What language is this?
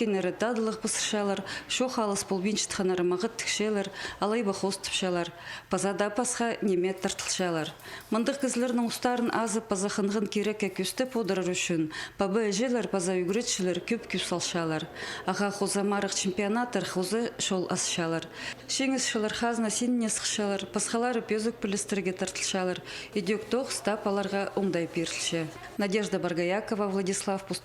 Khakas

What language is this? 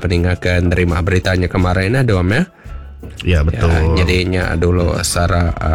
Iban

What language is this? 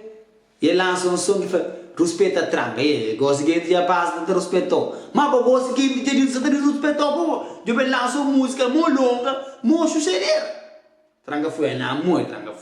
Kabuverdianu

